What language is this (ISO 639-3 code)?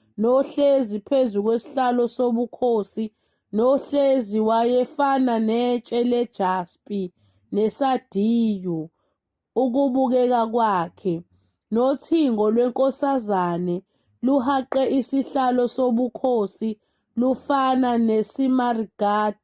zul